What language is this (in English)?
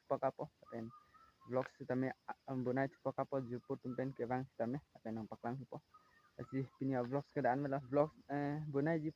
Karbi